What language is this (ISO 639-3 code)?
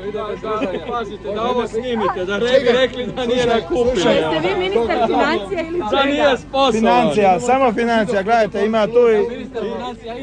hrv